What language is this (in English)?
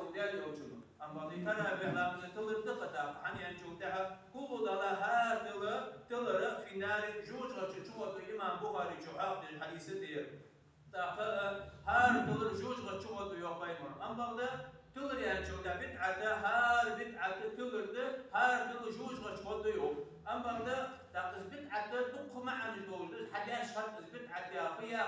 Ingush